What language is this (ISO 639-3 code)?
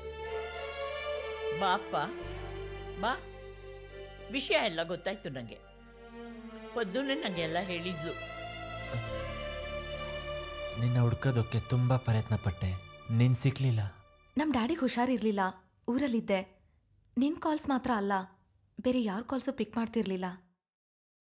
kan